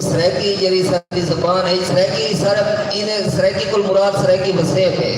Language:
Saraiki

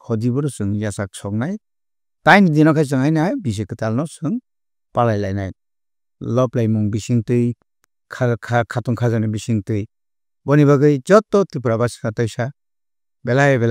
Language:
Kok Borok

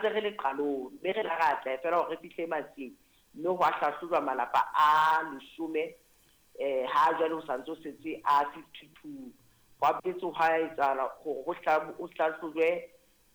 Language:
Southern Sotho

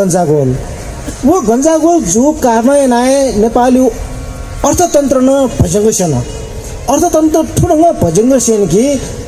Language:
Newari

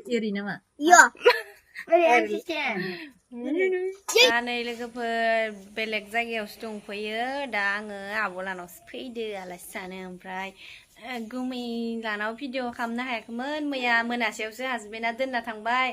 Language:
Bodo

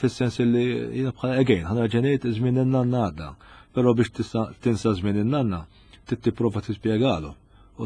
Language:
Maltese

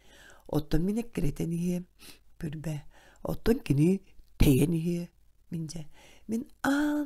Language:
Yakut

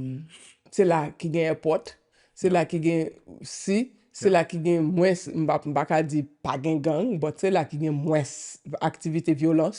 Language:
Haitian Creole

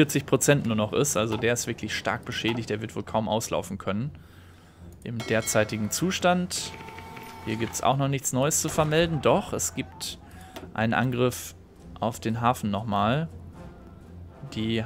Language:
German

